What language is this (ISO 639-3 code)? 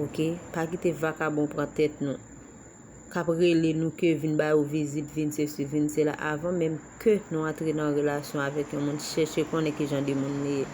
hat